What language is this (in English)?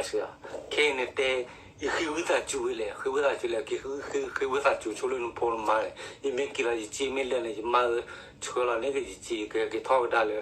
S'gaw Karen